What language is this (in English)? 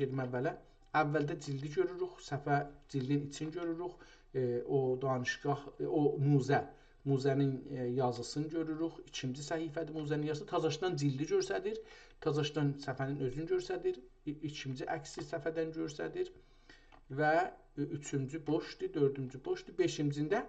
South Azerbaijani